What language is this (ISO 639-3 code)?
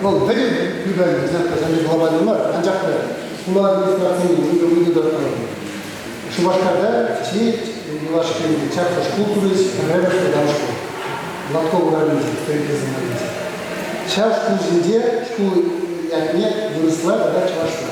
chv